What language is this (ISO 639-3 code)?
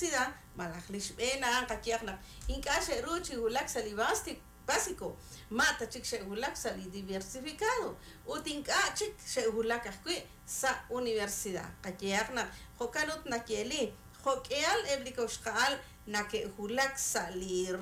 kek